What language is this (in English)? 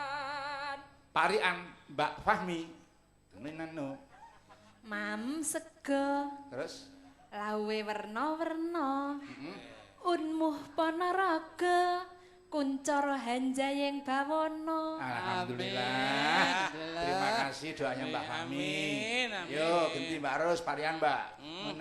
Javanese